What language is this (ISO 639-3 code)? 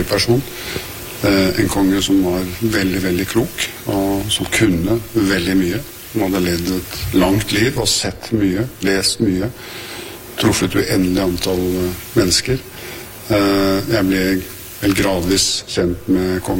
nor